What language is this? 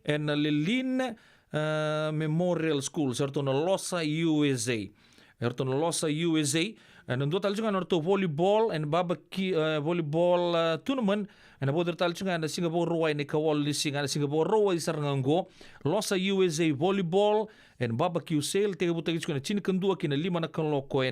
Fijian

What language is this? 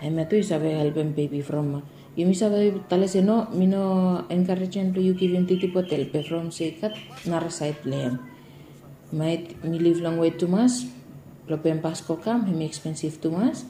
Bislama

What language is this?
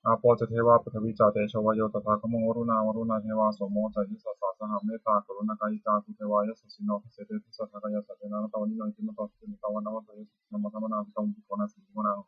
Pali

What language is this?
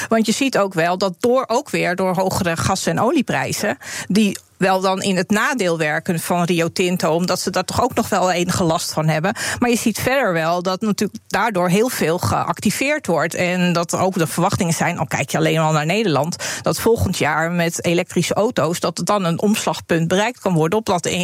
Dutch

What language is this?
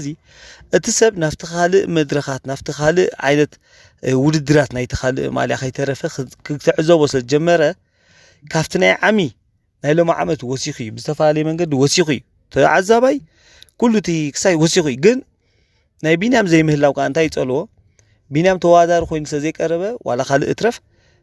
Tigrinya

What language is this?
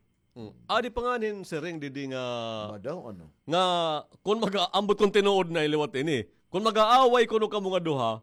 Waray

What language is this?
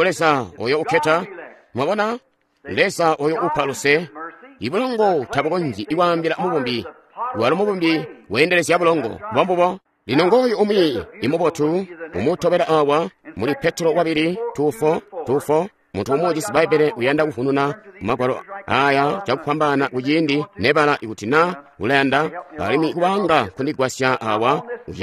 Tonga (Zambia)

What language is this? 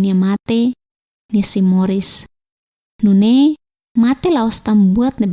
Tetum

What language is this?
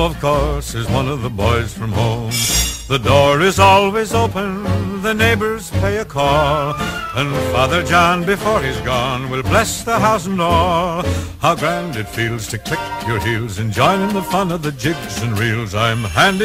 English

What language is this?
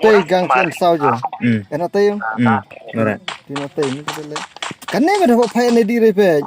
Khasi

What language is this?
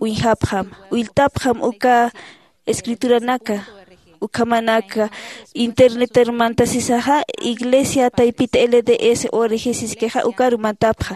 Aymara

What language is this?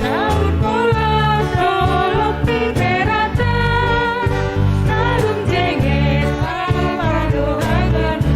Batak Simalungun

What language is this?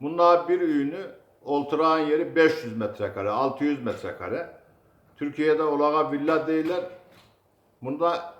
Kumyk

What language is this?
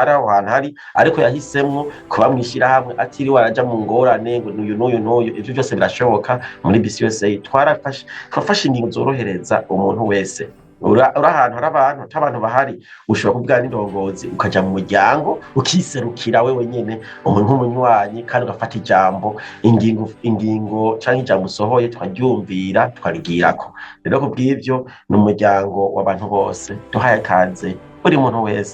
Rundi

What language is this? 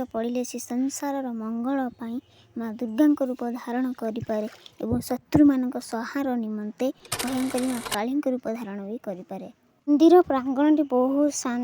Odia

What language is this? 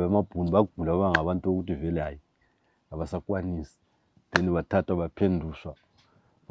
North Ndebele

